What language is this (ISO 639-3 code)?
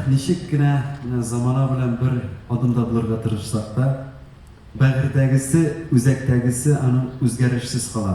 tat